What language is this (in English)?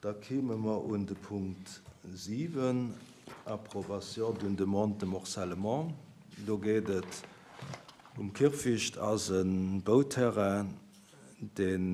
Luxembourgish